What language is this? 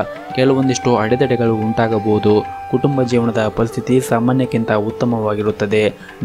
Kannada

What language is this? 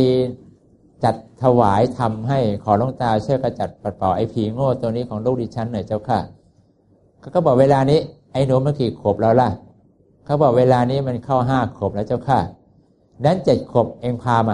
Thai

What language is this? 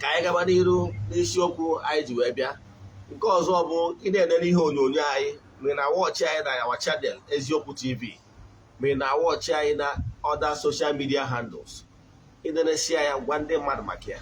Igbo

